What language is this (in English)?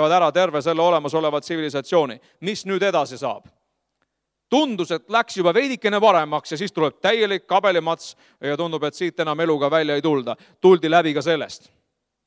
Estonian